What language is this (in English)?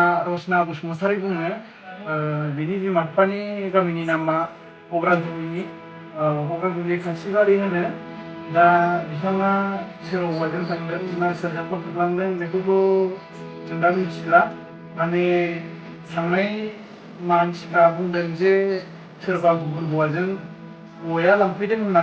Bodo